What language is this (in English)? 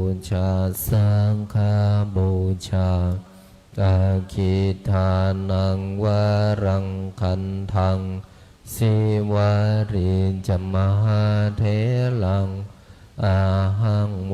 Pali